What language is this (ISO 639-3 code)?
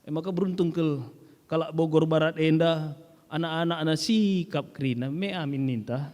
btx